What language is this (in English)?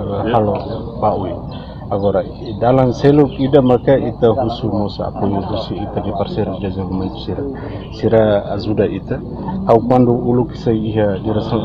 Tetum